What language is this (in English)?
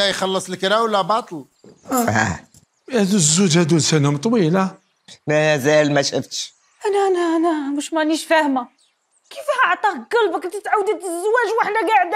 Algerian Arabic